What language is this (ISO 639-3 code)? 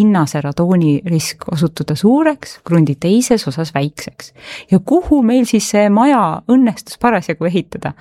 est